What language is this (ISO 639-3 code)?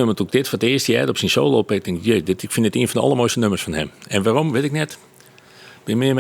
fry